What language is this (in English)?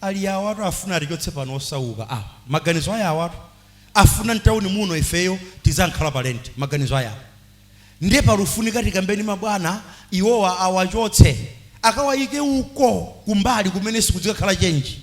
Nyanja